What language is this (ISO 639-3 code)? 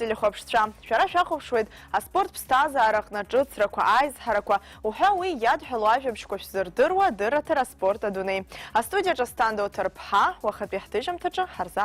abk